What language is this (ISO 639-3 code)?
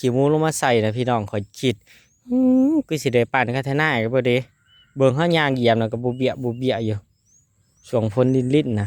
tts